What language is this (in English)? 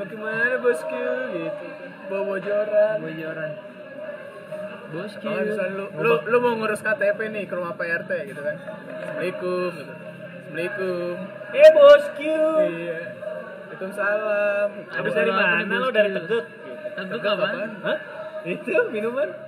Indonesian